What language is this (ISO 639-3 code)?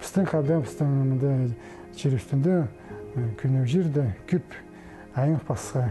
kjh